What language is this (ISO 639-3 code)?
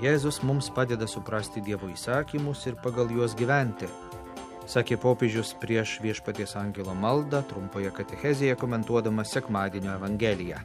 lit